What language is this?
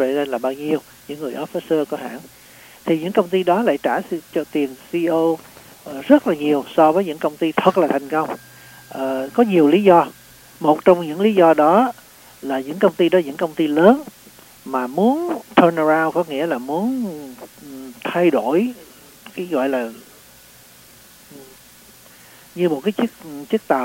Vietnamese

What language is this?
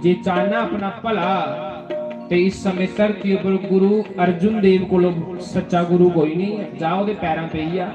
Dogri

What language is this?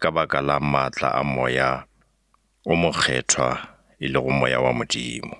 Northern Sotho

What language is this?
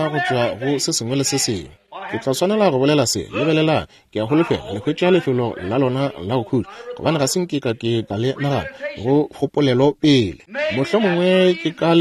Northern Sotho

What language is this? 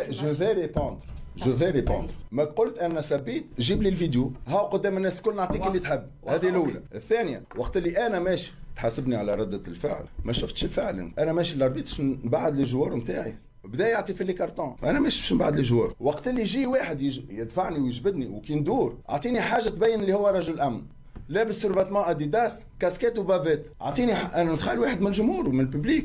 Tunisian Arabic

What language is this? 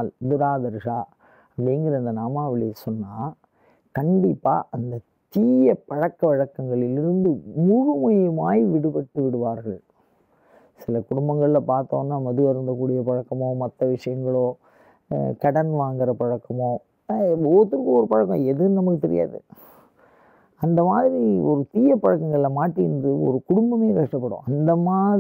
Tamil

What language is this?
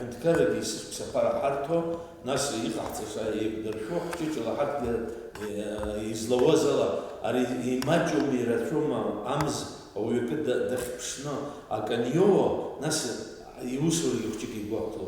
Abkhazian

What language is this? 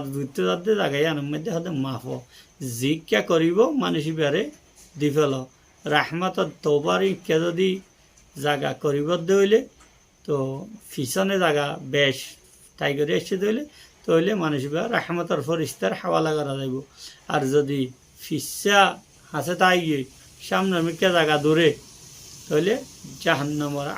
Rohingya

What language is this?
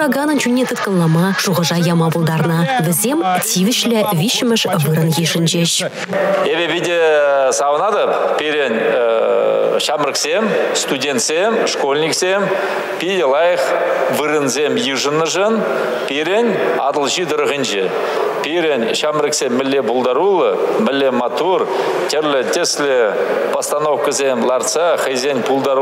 Chuvash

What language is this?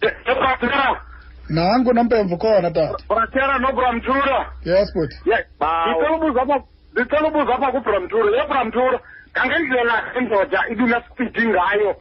Xhosa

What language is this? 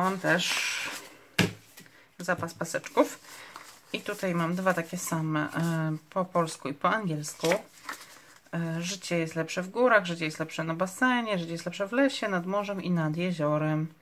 Polish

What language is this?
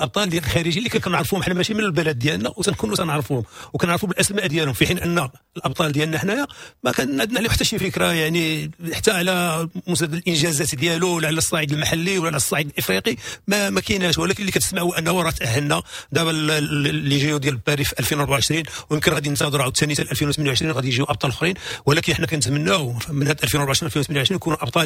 Moroccan Arabic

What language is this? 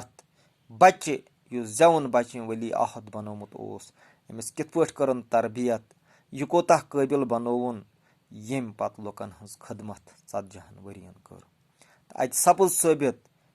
Kashmiri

